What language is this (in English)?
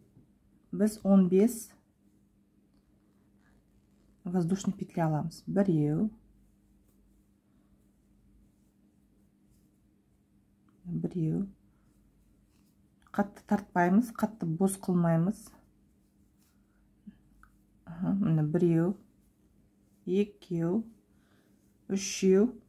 Kazakh